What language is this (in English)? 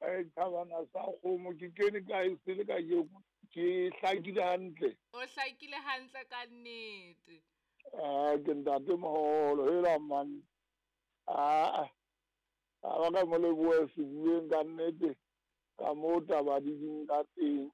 Southern Sotho